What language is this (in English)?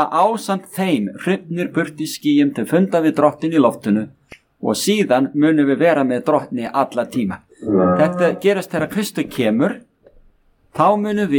Icelandic